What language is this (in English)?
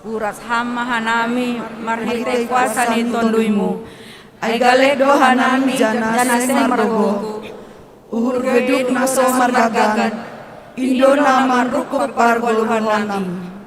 Batak Simalungun